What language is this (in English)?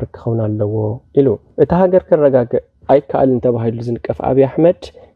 Tigrinya